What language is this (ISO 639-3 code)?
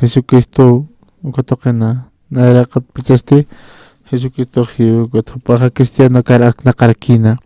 aym